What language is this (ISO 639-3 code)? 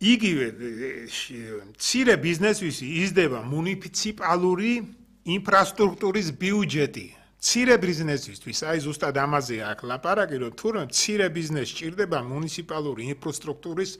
kat